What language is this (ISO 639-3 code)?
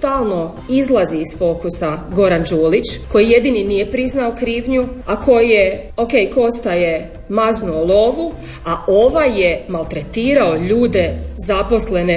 hrv